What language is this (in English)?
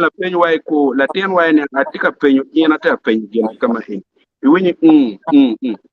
Acoli